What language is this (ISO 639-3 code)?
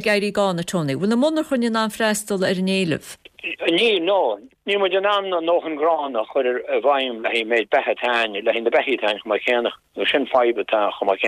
gle